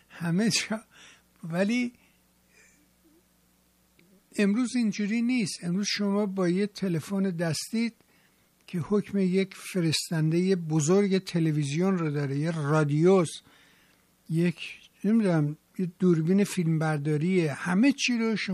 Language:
Persian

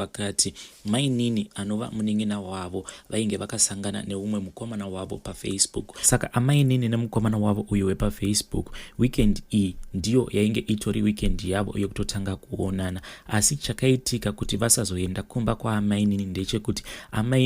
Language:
Shona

